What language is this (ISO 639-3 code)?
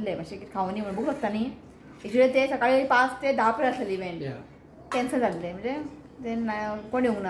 kok